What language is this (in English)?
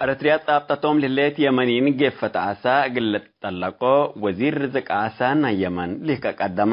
Tigre